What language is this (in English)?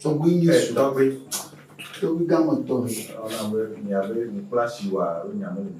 Ewe